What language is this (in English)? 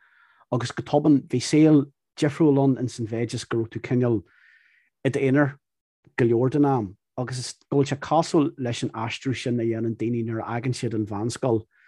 Irish